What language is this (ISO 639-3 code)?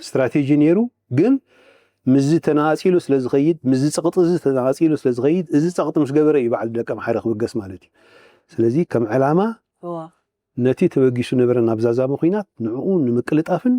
tir